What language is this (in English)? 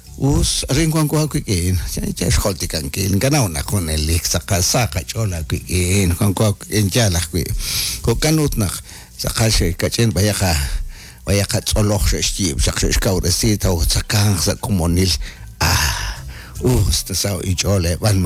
Kekchí